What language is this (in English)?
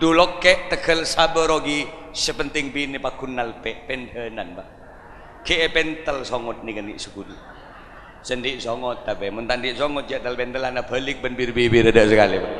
Madurese